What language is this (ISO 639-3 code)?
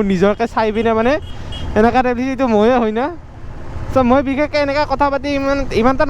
asm